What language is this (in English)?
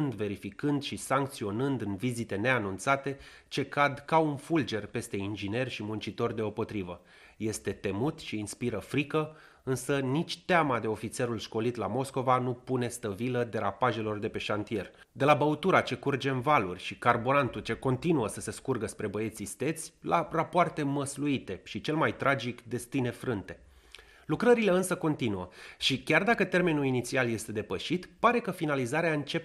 Romanian